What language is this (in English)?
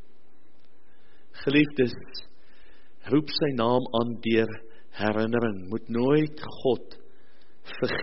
Afrikaans